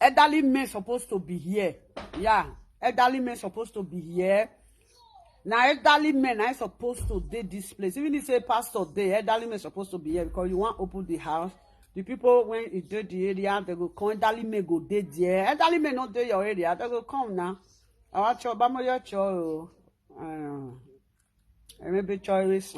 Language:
Nigerian Pidgin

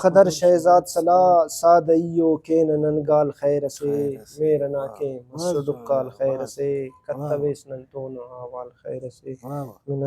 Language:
Brahui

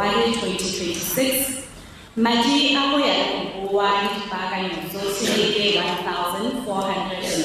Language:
Tswana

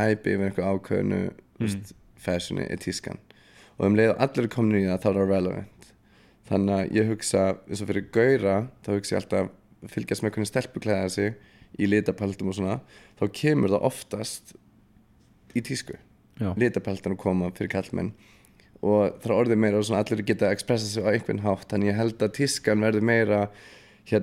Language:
Icelandic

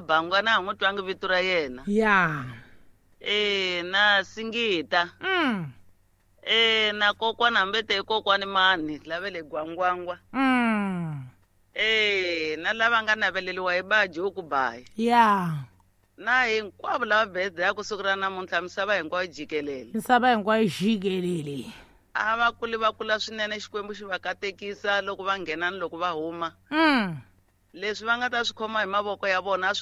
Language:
Tsonga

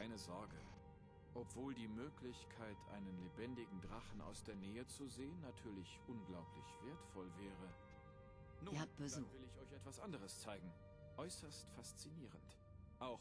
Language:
Swiss German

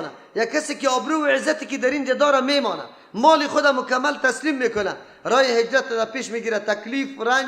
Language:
Persian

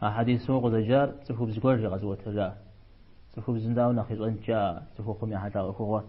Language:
Kabardian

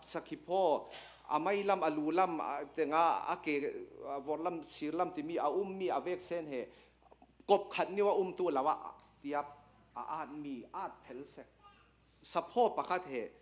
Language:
Hakha Chin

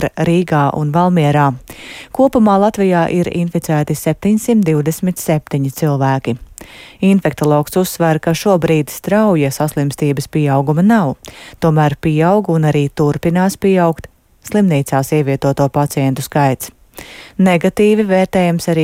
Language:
Latvian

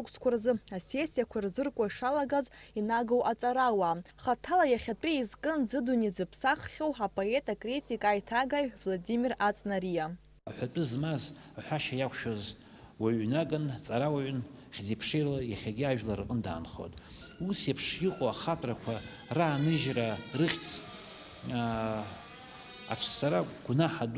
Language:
Abkhazian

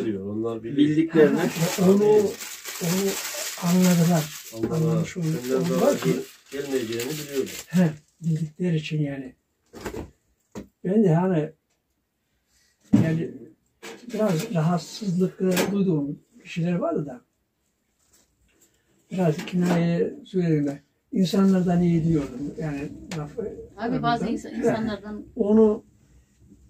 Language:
Turkish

